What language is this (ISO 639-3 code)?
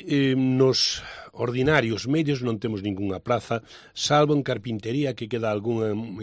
glg